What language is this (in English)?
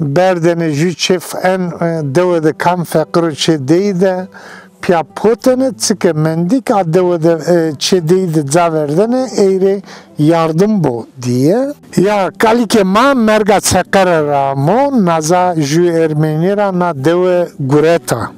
Zaza